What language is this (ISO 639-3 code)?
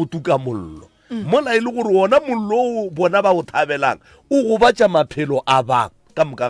nso